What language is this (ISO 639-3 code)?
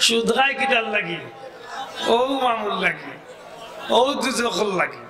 syl